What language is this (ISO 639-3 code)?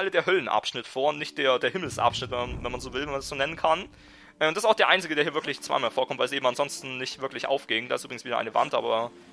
deu